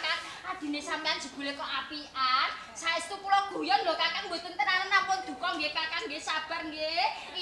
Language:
Javanese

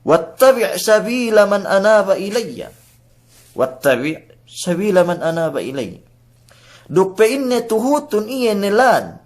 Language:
Yakan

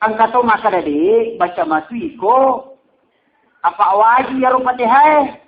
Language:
Buginese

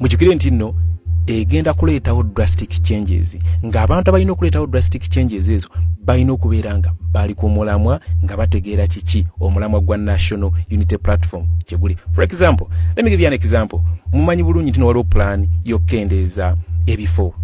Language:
Ganda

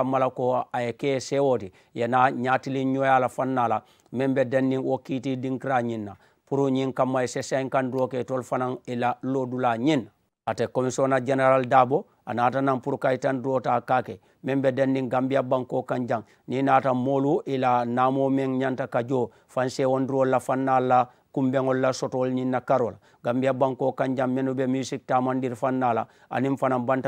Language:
Mandingo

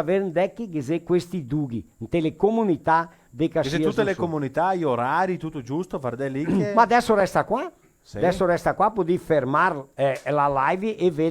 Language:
Venetian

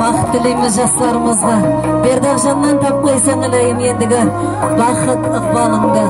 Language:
Kara-Kalpak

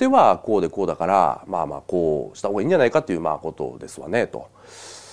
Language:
Japanese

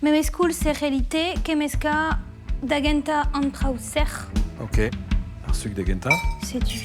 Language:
Breton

